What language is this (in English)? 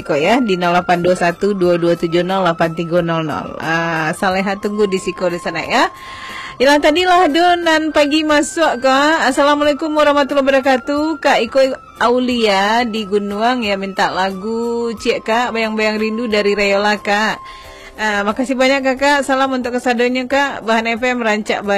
Minangkabau